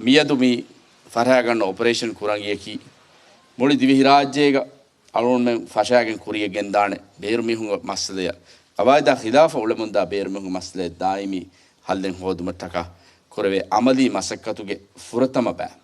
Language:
Divehi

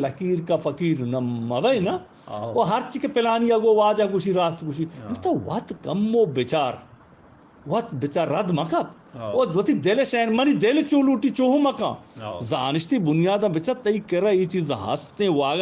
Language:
Eastern Balochi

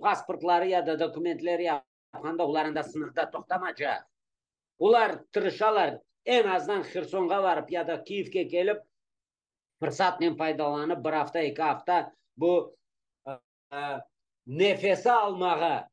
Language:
Crimean Tatar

